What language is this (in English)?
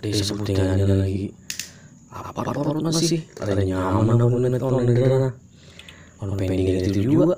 Banjar